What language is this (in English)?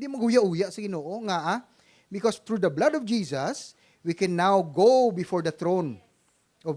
Hiligaynon